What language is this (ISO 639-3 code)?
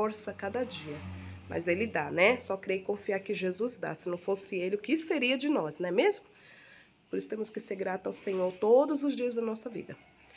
por